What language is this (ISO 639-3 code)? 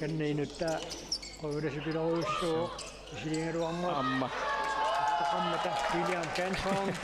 kal